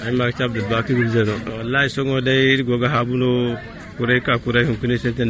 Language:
Zarma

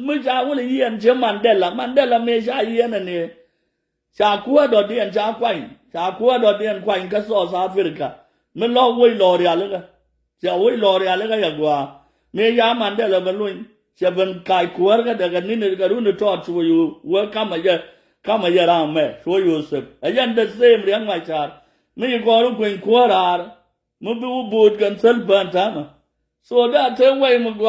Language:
Nuer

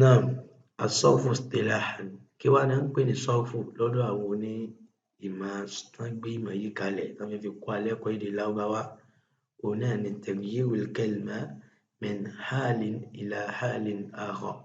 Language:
Yoruba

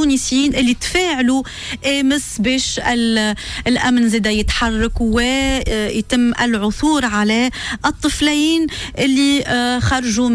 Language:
Tunisian Arabic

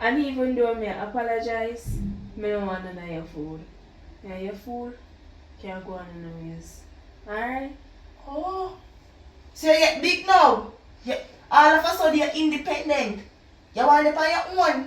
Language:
Jamaican Creole English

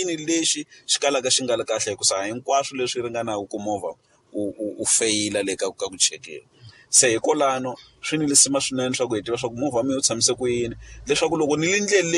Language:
Tsonga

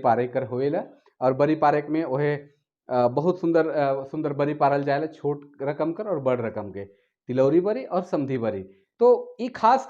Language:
Sadri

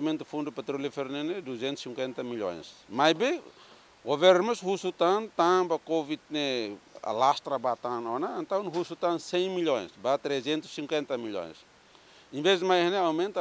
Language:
Tetum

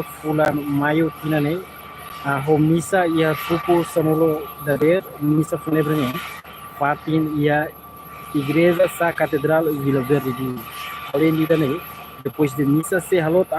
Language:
Tetum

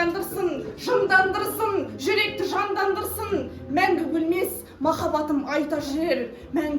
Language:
Kazakh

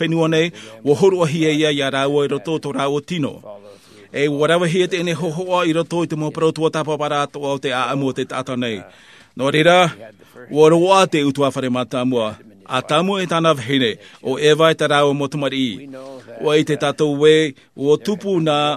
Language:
Tahitian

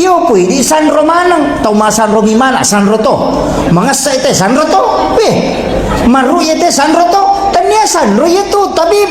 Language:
Buginese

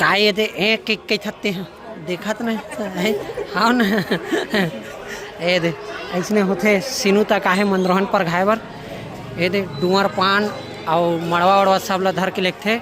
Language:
Chhattisgarhi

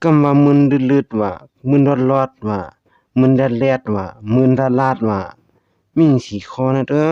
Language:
Shan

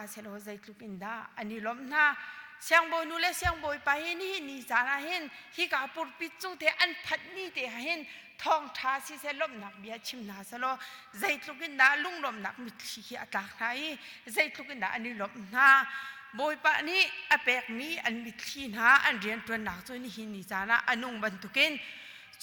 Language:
Hakha Chin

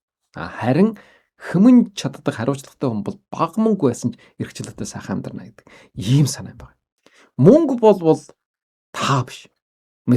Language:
Mongolian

